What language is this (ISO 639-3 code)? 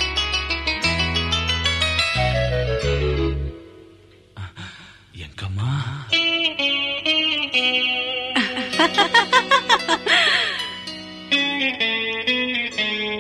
tel